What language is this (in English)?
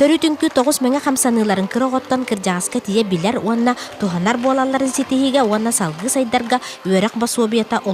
Yakut